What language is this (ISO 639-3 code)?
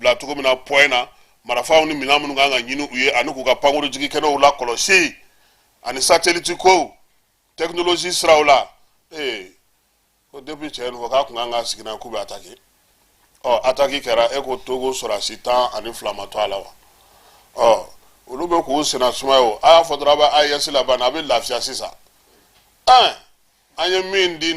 bam